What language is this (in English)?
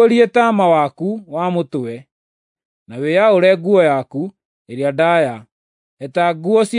Kikuyu